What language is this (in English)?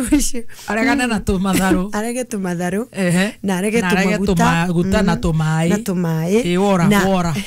Kikuyu